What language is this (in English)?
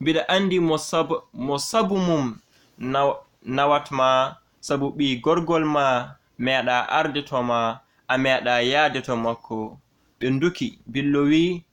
Fula